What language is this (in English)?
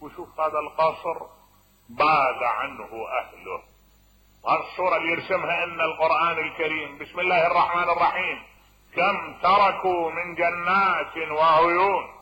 Mesopotamian Arabic